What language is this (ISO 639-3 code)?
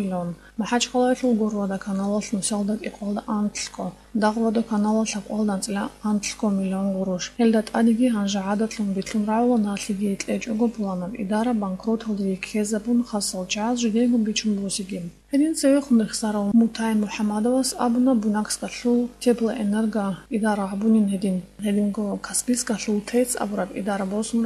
ava